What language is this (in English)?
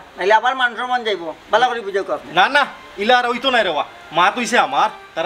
Sylheti